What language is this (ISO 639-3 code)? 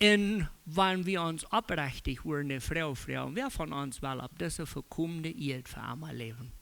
pdt